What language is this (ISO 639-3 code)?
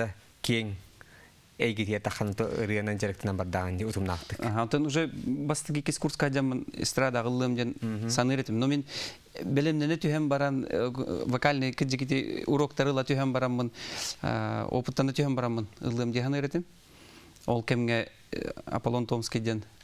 sah